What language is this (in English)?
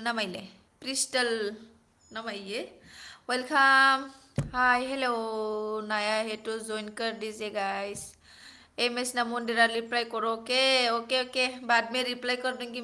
Bodo